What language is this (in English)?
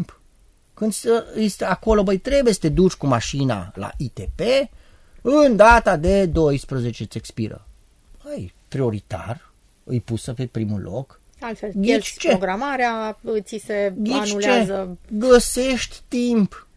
Romanian